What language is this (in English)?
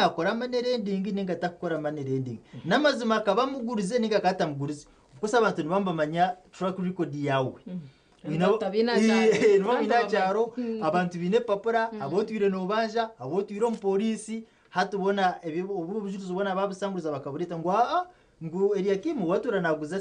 Nyankole